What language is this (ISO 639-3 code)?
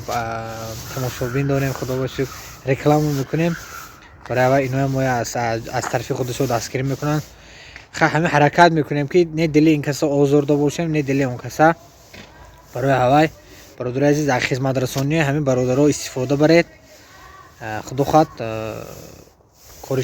tgk